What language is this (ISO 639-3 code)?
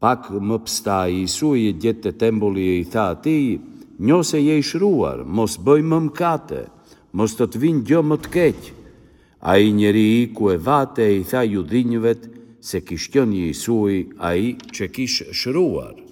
sqi